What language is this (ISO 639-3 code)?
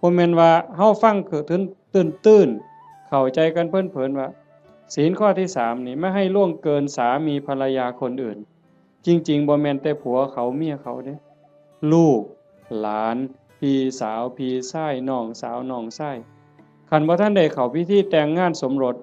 tts